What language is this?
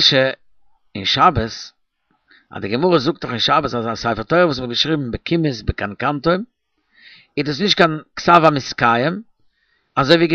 Yiddish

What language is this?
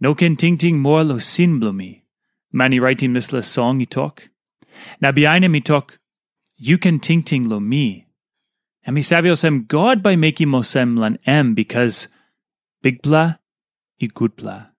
Tok Pisin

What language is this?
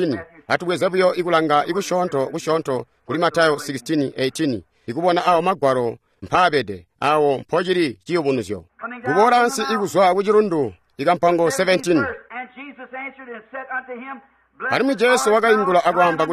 Tonga (Zambia)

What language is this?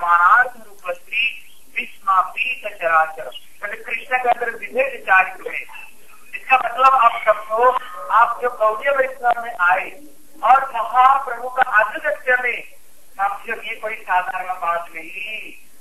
Hindi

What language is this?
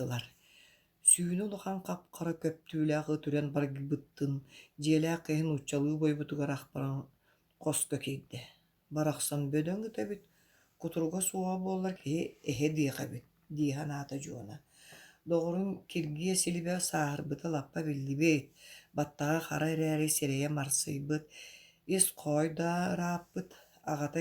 Yakut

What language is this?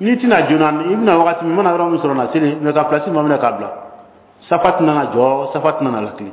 Bambara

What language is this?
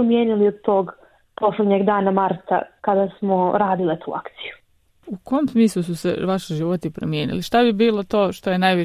Bosnian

